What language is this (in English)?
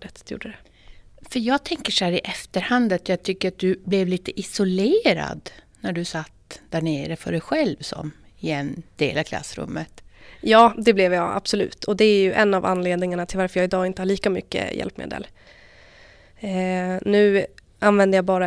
Swedish